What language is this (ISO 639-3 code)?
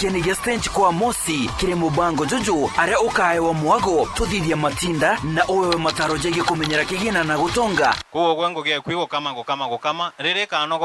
mer